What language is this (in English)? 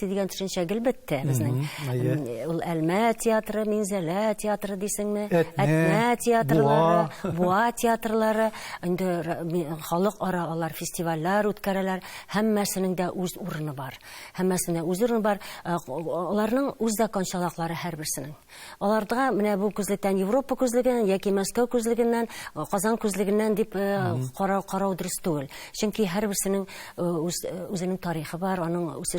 Tatar